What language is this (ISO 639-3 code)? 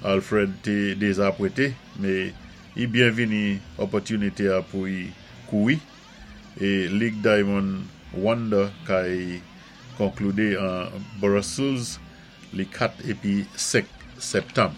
acf